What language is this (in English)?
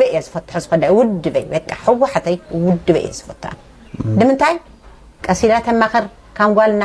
Tigrinya